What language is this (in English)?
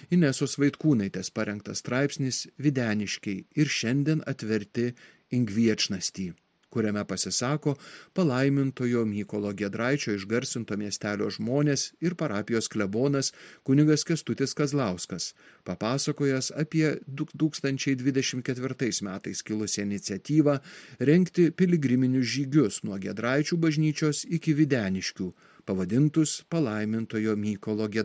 Lithuanian